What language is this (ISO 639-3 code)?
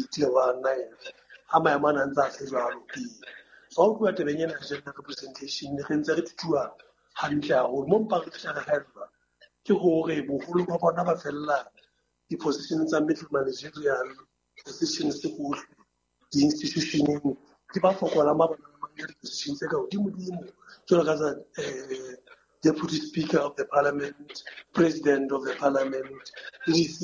sot